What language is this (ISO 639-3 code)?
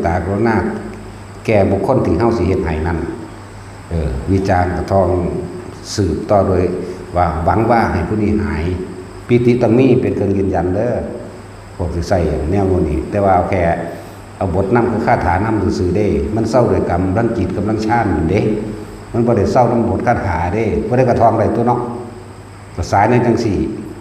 tts